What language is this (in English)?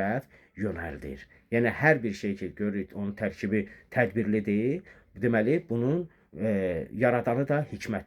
Azerbaijani